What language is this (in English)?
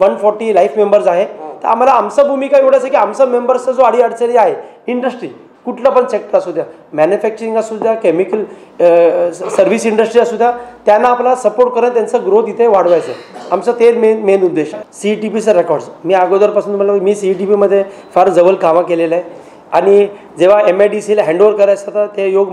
Marathi